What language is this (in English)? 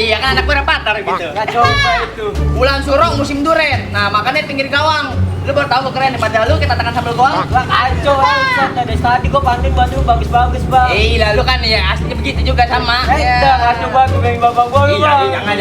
Betawi